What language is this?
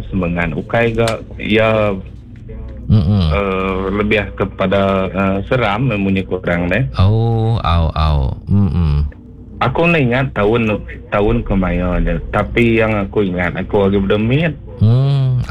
Iban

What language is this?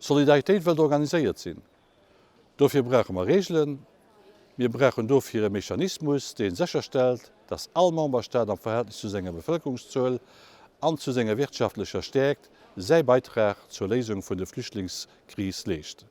Luxembourgish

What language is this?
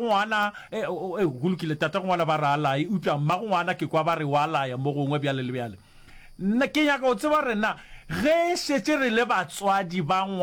Northern Sotho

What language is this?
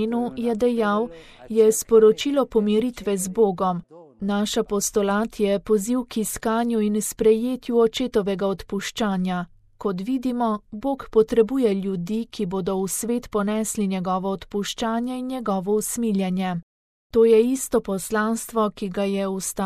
Slovenian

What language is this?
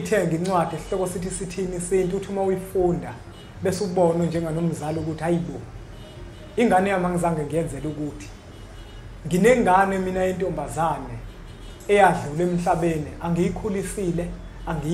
Zulu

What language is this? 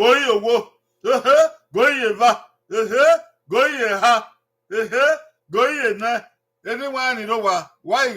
Bini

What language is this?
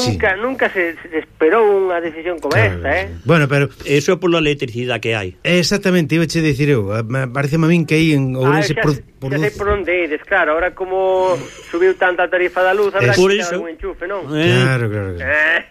Galician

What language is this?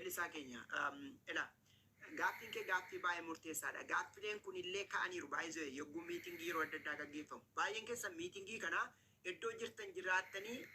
Oromo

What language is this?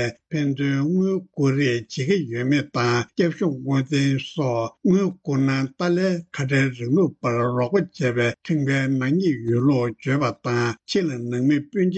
Tibetan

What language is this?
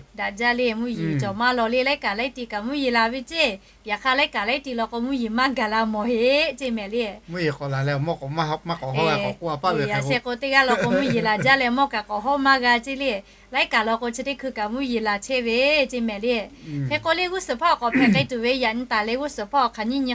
Lahu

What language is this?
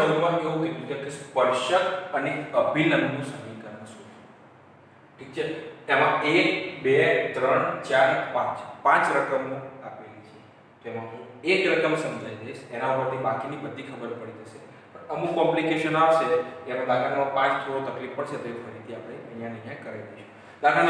Gujarati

